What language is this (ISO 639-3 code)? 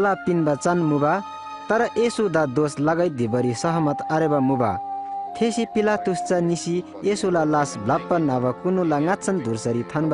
taj